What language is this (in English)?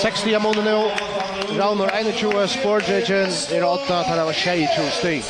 Faroese